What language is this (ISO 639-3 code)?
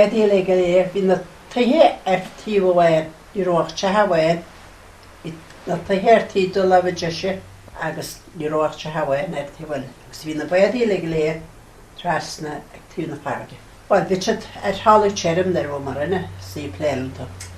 gle